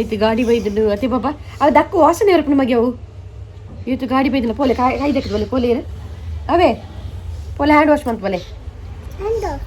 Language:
Tulu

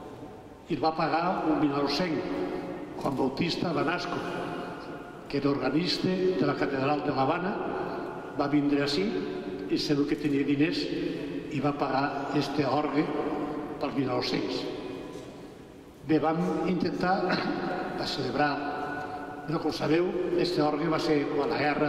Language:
Catalan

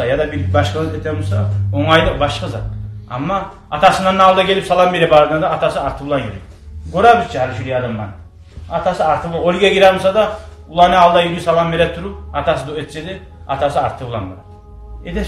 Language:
Kumyk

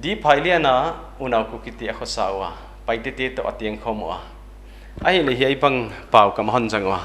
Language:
Paite Chin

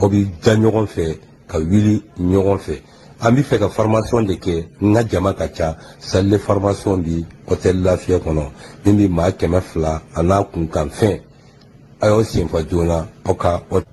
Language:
Bambara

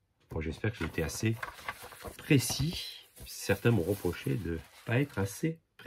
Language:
French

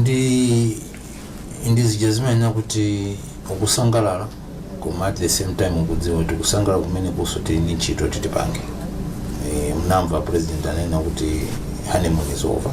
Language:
Nyanja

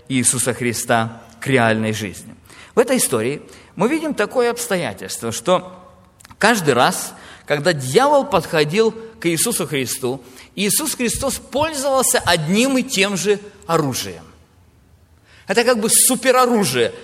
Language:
Russian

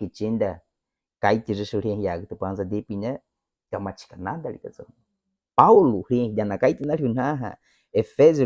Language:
Baniwa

